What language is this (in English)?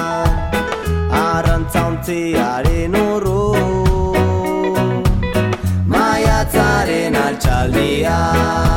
Basque